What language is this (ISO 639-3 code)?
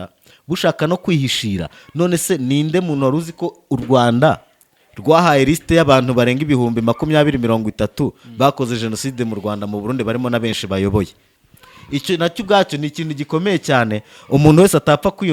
kin